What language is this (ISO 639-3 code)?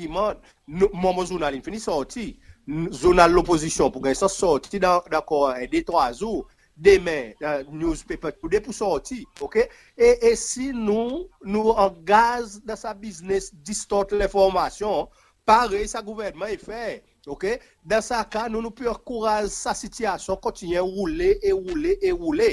crs